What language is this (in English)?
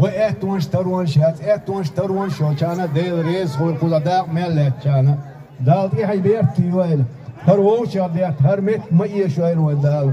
Chechen